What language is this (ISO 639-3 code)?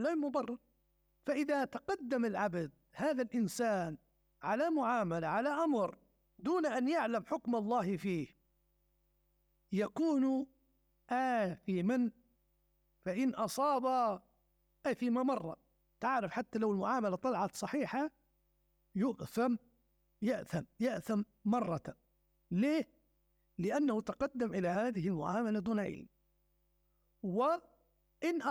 ara